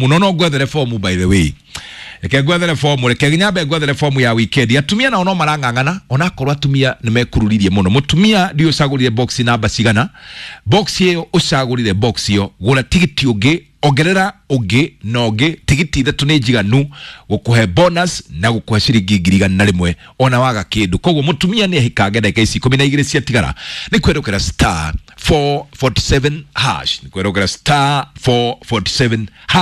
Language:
Kikuyu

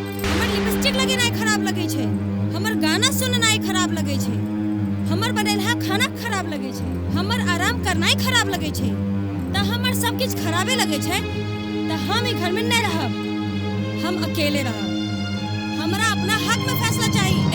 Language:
Maithili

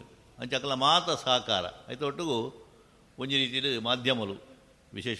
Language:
Tulu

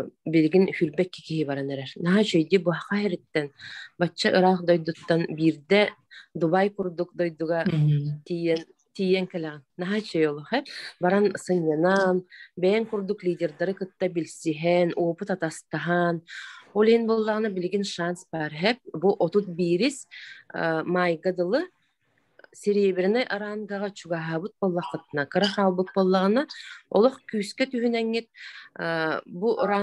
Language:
Yakut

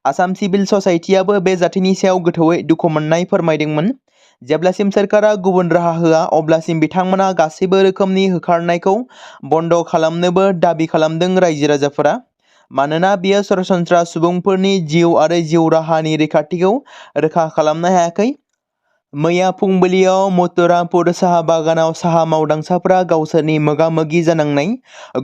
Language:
Bodo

